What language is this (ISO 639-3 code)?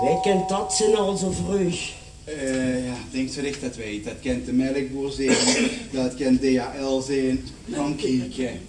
lim